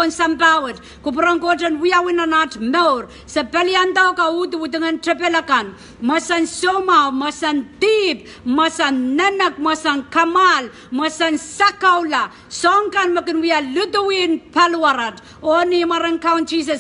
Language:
Pohnpeian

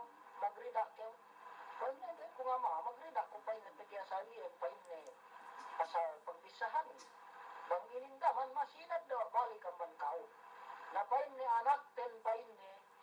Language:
Yakan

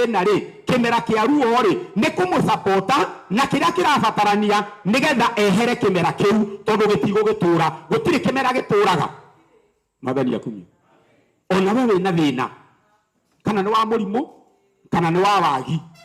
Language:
Kikuyu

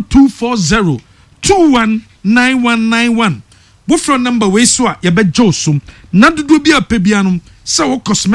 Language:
Akan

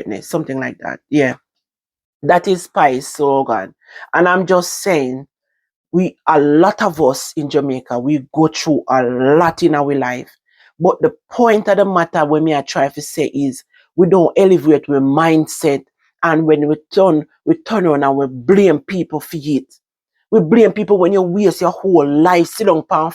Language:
Jamaican Creole English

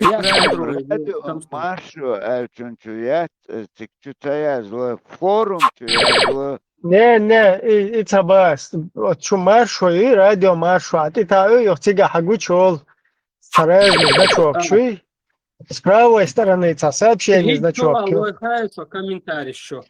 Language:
Chechen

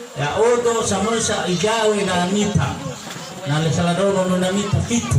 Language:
Nias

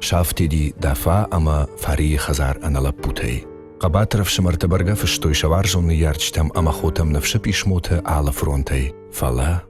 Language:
Ossetic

